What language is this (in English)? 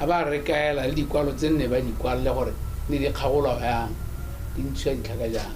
Tswana